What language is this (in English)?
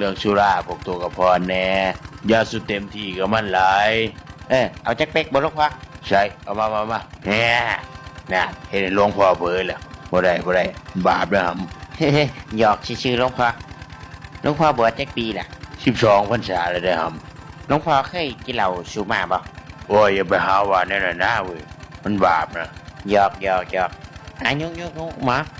Northeastern Thai